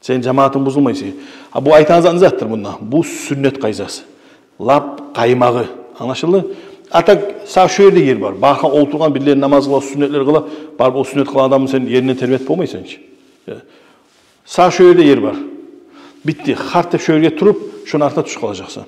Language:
Kumyk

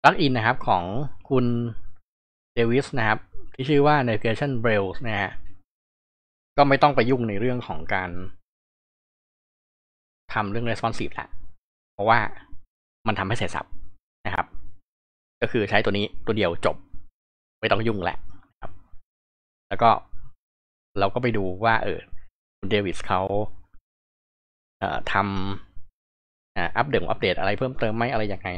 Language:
Thai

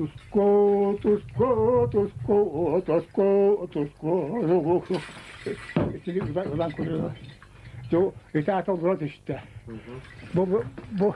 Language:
Yakut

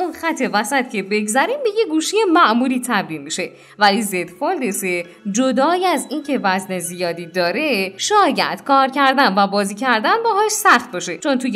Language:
Persian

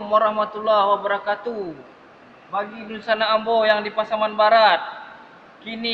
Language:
Minangkabau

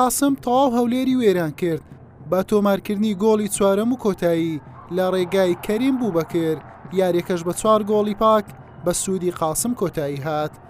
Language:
Central Kurdish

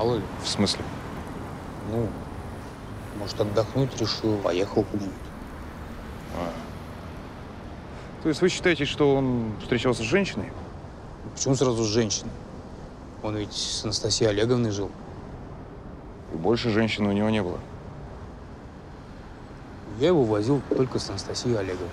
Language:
Russian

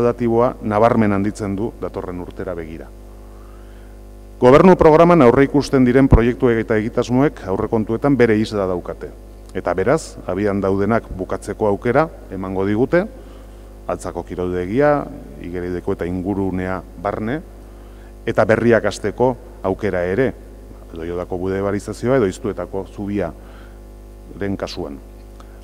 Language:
Basque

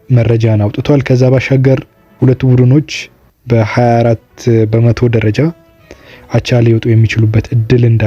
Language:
Amharic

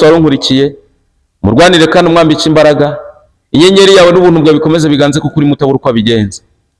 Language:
Kinyarwanda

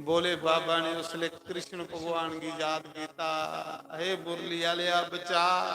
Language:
Dogri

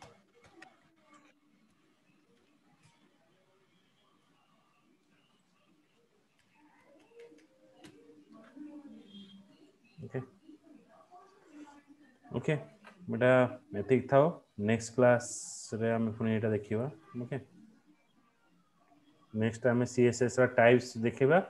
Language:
Odia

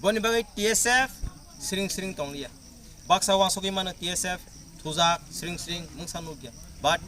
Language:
Kok Borok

